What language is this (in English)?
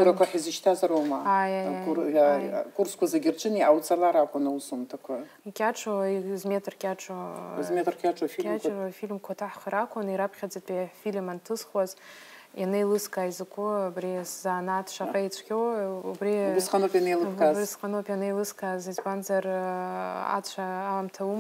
Abkhazian